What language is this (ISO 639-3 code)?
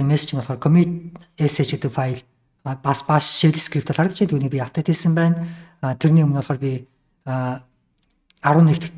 mon